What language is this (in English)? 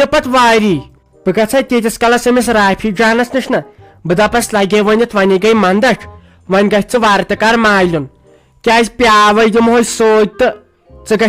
Kashmiri